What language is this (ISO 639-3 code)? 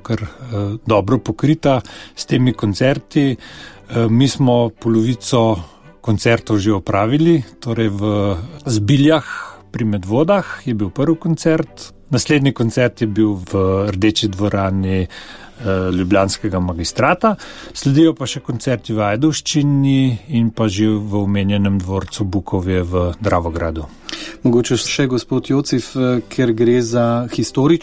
slv